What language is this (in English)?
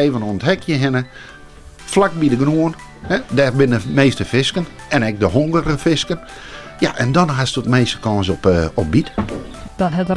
Western Frisian